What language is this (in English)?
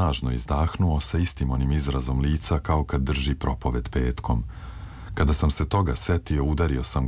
Serbian